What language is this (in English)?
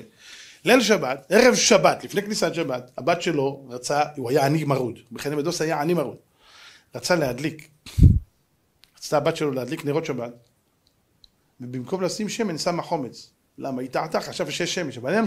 Hebrew